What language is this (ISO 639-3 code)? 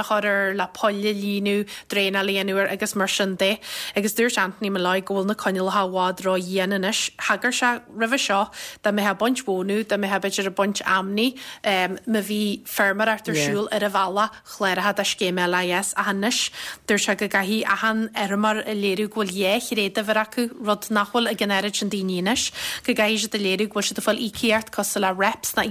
gle